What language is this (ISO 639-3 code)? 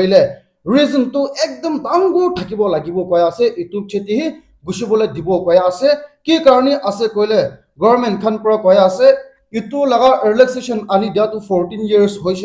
nag